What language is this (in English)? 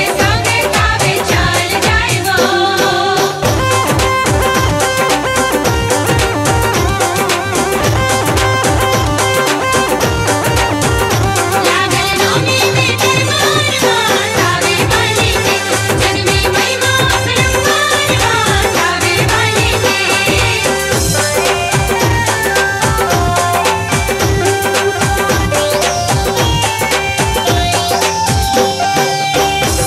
Bhojpuri